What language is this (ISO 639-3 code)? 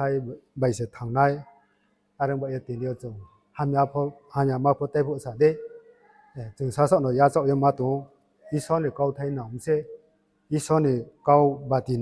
ria